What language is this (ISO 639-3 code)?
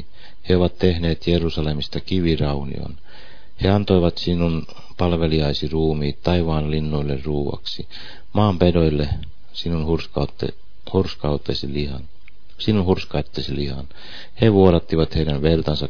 fin